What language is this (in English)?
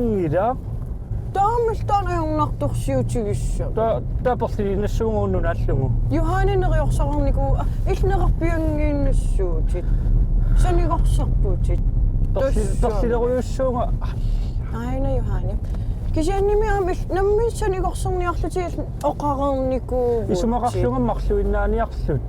Kalaallisut